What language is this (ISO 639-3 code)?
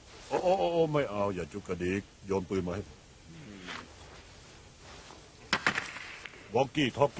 tha